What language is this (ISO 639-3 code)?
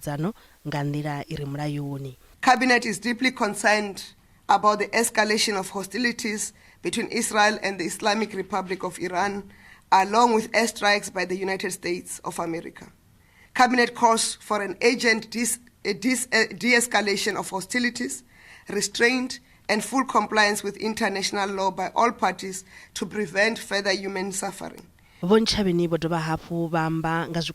ven